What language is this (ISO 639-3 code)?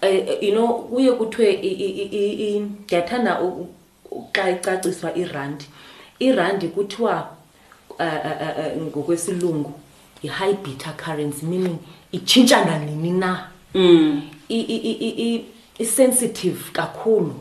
xho